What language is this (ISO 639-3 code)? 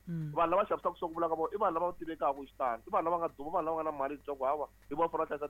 tso